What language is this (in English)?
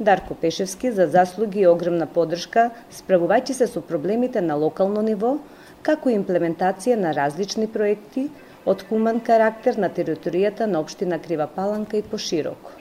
Macedonian